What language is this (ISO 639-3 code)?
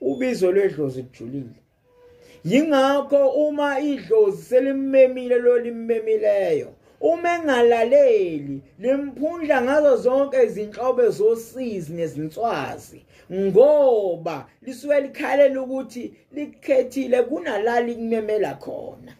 zul